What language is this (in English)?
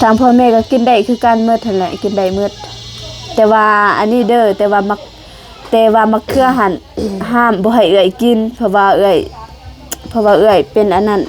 Lao